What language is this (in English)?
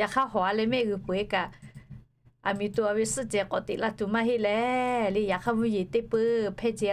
Lahu